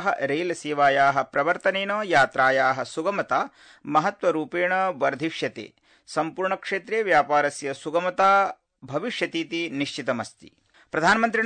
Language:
Sanskrit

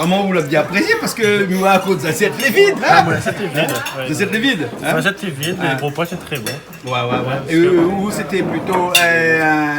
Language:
Réunion Creole French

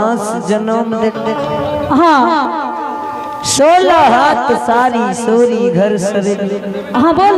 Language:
Angika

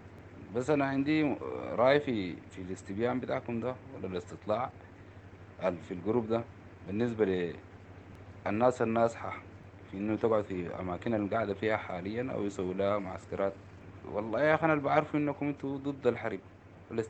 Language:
Sudanese Arabic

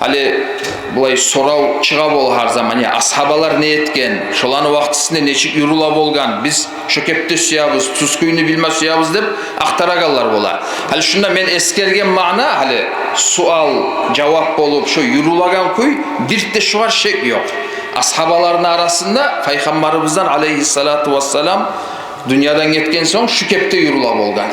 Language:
Kumyk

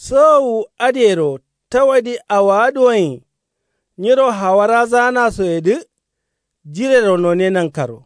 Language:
Kanuri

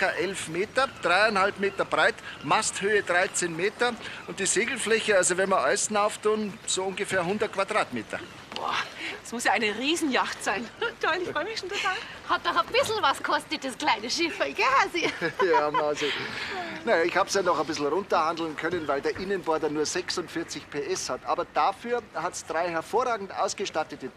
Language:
Bavarian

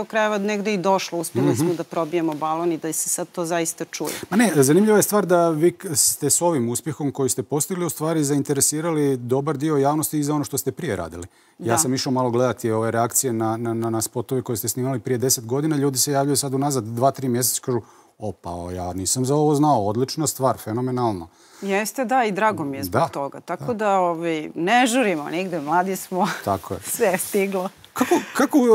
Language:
Croatian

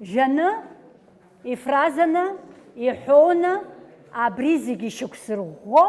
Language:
Abkhazian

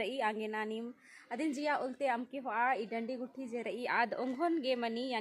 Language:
Kurukh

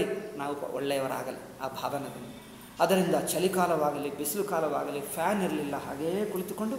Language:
Kannada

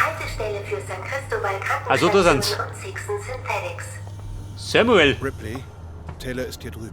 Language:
Bavarian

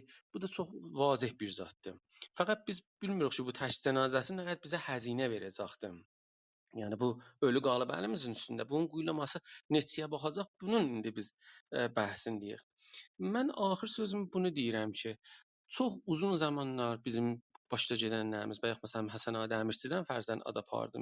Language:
South Azerbaijani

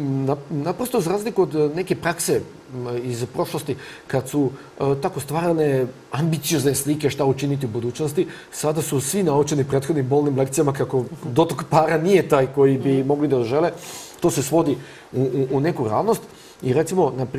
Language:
Serbian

